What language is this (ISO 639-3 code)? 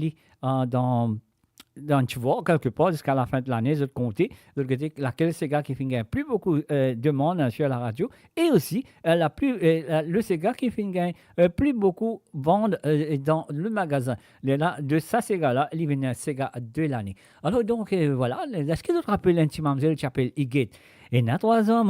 mfe